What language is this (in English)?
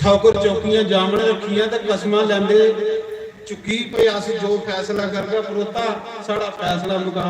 Dogri